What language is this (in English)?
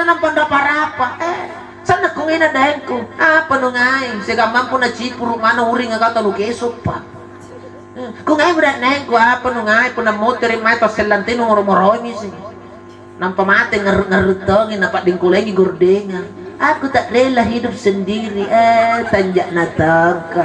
Makasar